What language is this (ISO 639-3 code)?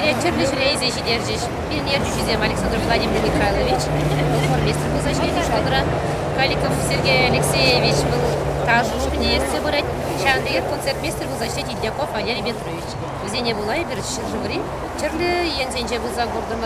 chv